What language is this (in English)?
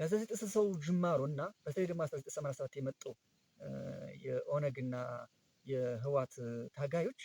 Amharic